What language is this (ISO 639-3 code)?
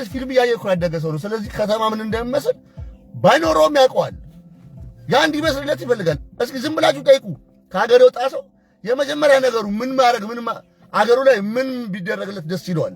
amh